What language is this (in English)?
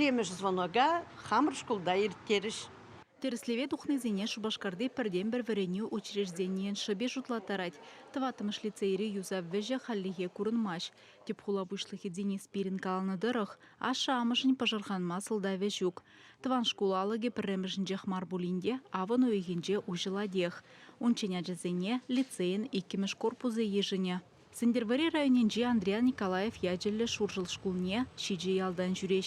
Chuvash